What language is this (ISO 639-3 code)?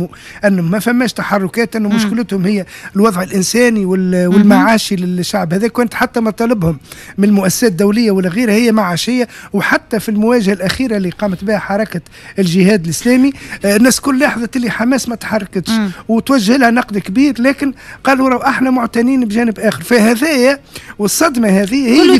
aeb